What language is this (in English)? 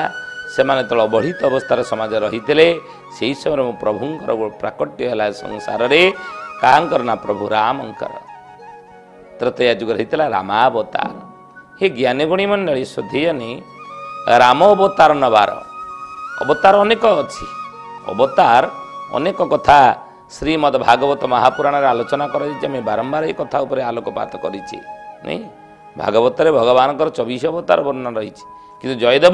Odia